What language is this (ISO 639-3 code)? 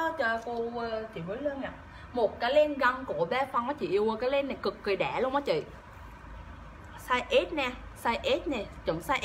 vie